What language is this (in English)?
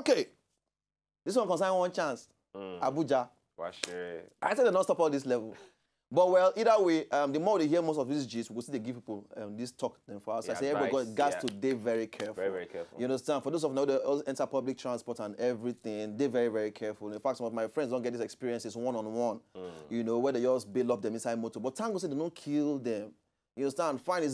Nigerian Pidgin